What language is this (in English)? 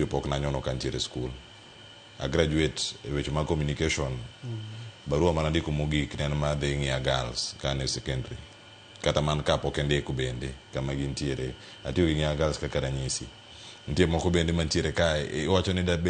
Luo (Kenya and Tanzania)